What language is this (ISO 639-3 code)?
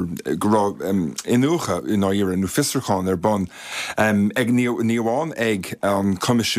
gle